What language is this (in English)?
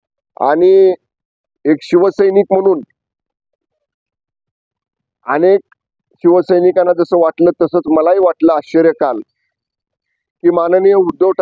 Marathi